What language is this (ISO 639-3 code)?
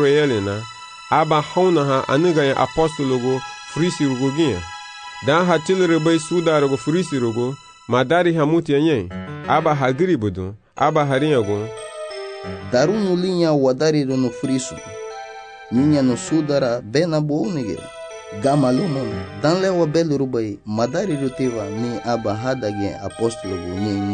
cab